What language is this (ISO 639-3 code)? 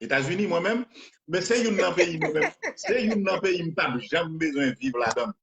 hat